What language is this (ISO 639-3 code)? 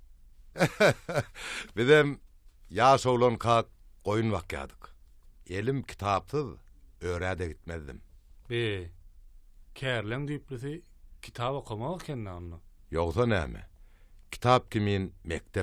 tuk